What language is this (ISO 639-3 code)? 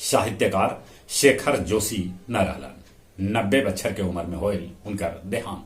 mag